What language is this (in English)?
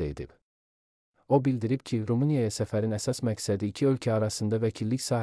Azerbaijani